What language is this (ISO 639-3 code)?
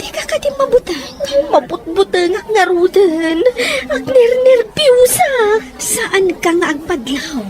ilo